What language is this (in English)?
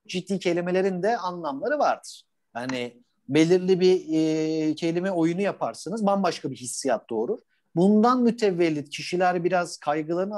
Turkish